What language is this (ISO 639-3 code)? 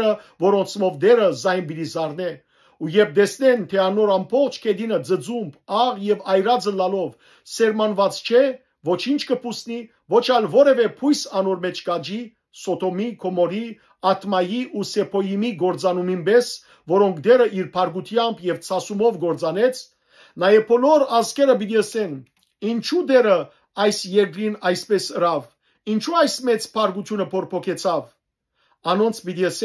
hyw